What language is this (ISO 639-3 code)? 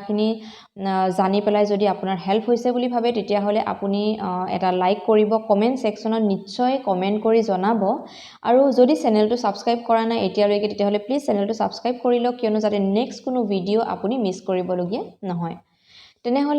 asm